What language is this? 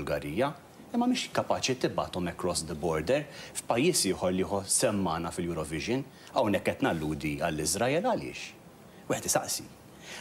Maltese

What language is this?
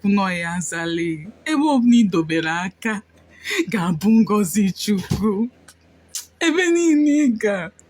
Igbo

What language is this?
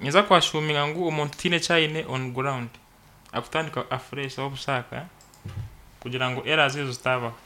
Nyankole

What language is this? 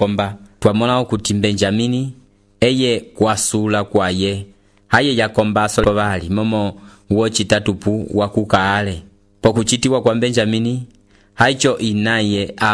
Umbundu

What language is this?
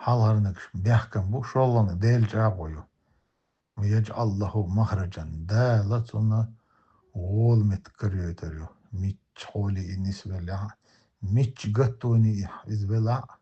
Chechen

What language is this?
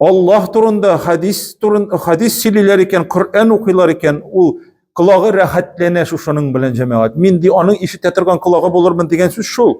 Tatar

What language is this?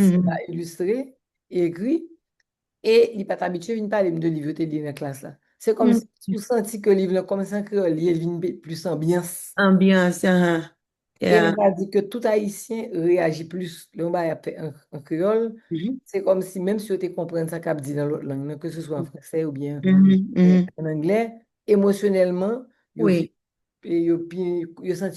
Haitian Creole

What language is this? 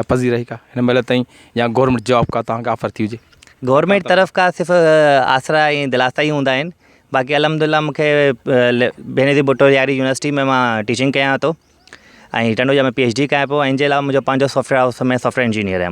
Sindhi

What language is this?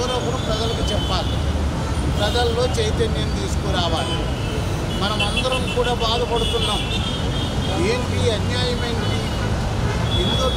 Telugu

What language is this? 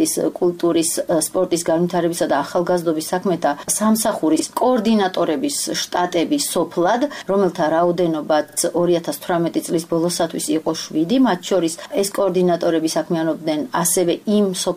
Georgian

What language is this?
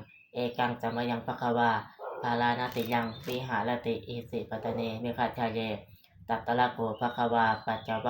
Pali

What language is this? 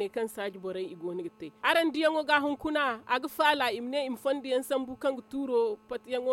Zarma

